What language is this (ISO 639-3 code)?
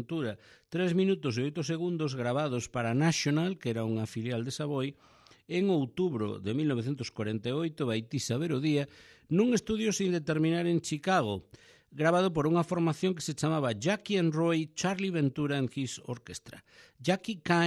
glg